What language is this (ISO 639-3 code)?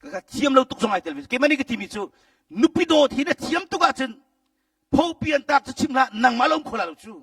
cnh